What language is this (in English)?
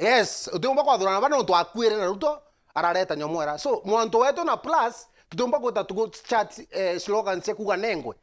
Meru